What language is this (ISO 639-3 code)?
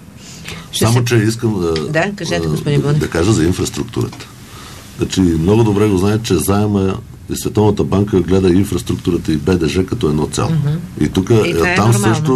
bul